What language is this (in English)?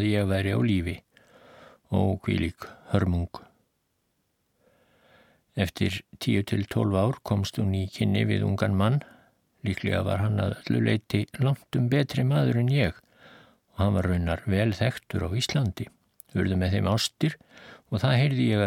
Icelandic